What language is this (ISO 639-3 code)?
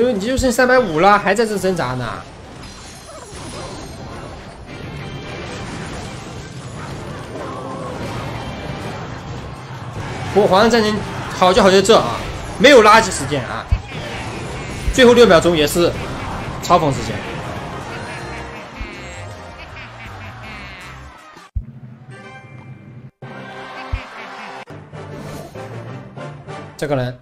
zho